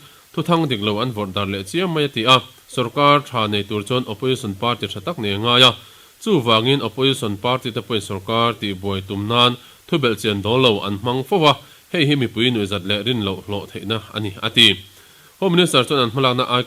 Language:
Mizo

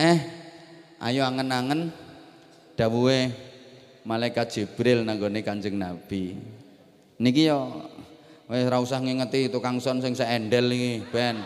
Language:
Javanese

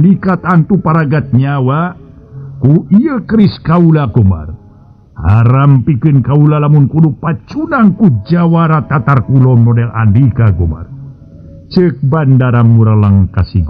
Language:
Sundanese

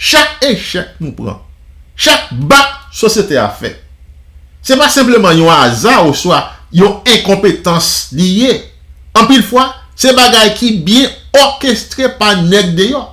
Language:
Haitian Creole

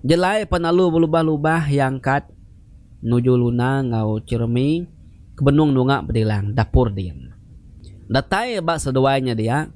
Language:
Iban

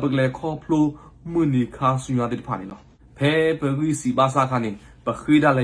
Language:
S'gaw Karen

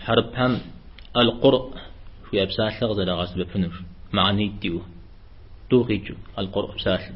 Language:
Kabardian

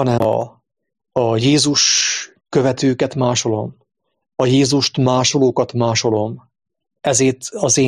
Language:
Hungarian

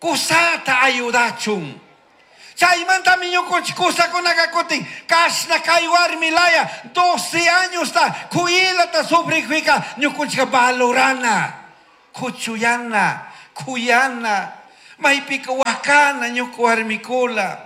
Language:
Chimborazo Highland Quichua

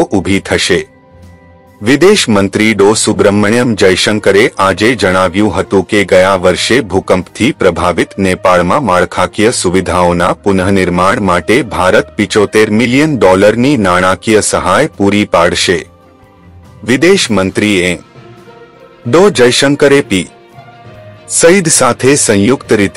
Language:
Gujarati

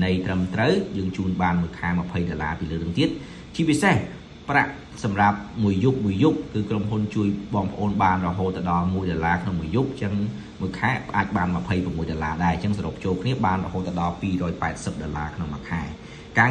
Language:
Khmer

